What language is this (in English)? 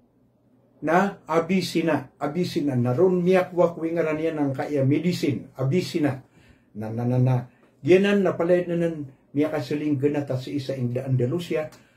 Maranao